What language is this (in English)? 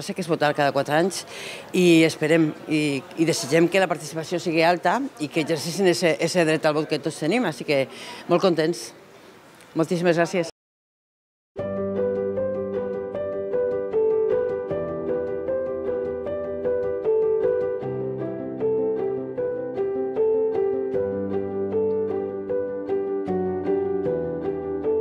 Catalan